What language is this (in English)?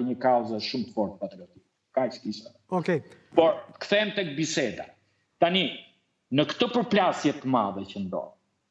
Albanian